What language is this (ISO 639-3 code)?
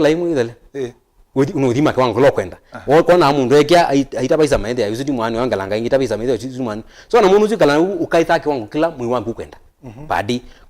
kam